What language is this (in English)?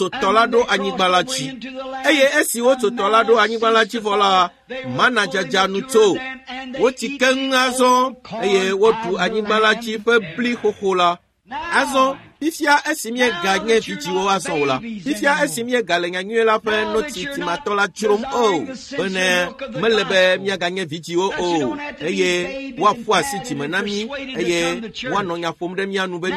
Ewe